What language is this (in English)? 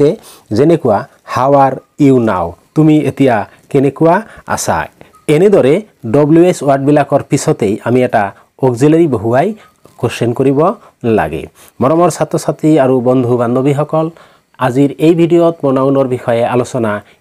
Assamese